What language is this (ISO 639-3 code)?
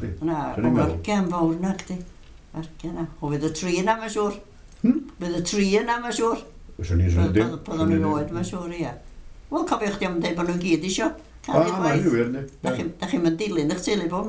cym